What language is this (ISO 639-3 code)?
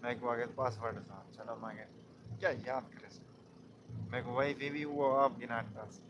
skr